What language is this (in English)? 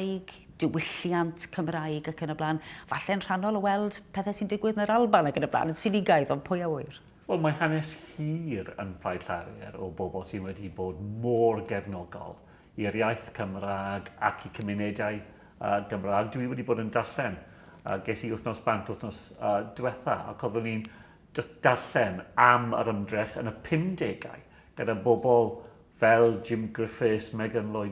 Welsh